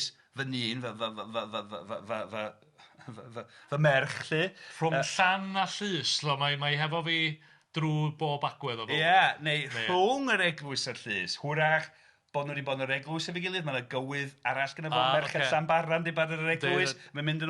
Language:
Welsh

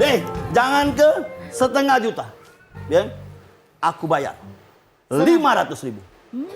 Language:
Musi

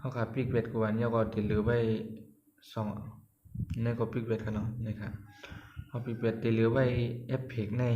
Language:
Shan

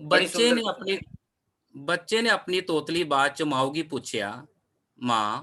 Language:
Dogri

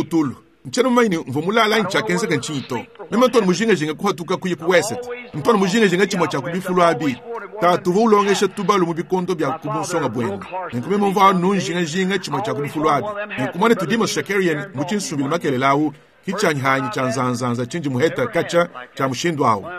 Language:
Luba-Lulua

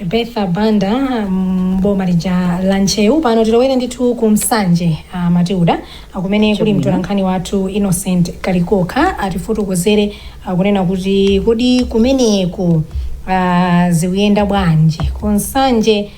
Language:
Nyanja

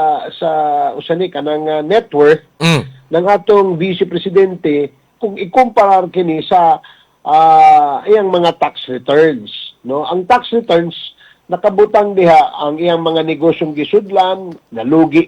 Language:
Cebuano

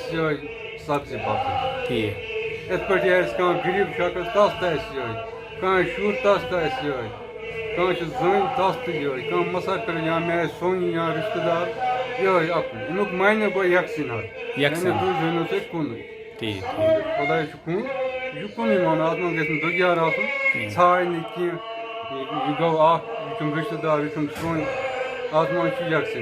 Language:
Kashmiri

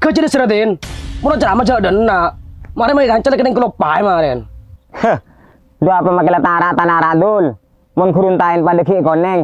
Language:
Madurese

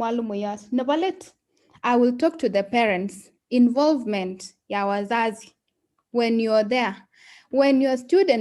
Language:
Kalenjin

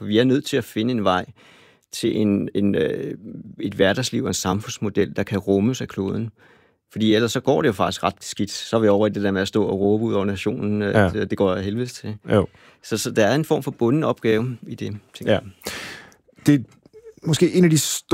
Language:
Danish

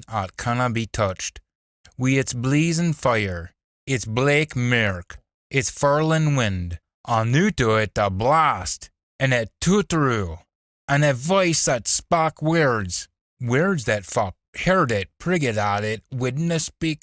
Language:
Scots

